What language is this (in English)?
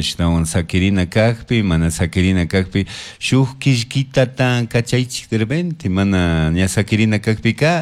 Chimborazo Highland Quichua